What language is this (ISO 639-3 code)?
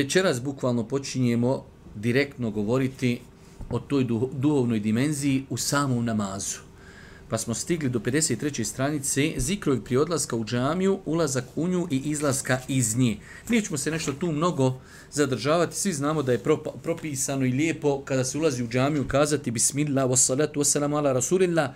bos